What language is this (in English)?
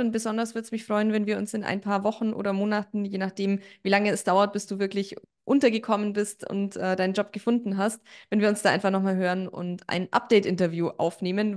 German